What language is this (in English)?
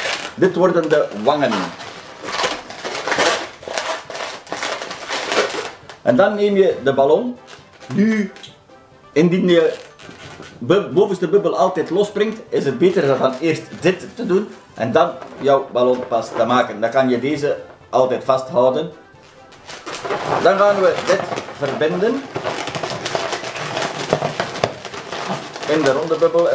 Dutch